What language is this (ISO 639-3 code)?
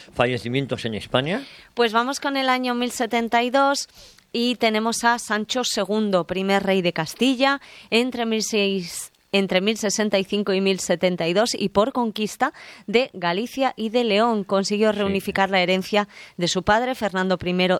spa